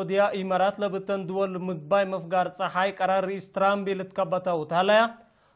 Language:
Tigre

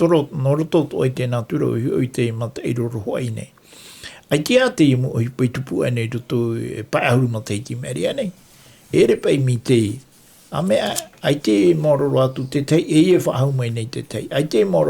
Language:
Tahitian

